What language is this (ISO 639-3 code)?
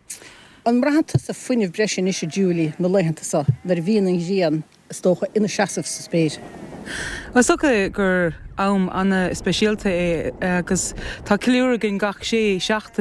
gle